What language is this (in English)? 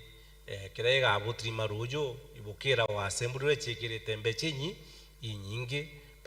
Meru